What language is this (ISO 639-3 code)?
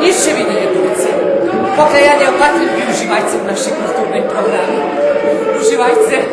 rue